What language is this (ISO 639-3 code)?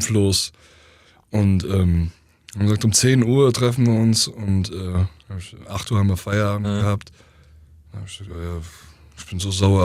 deu